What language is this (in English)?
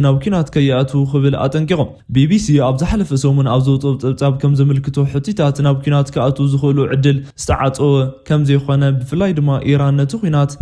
Tigrinya